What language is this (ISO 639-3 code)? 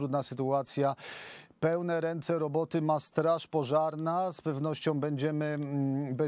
pol